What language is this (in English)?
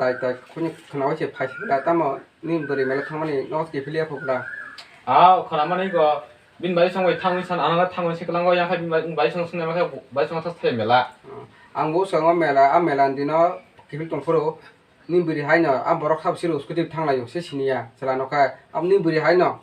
Kok Borok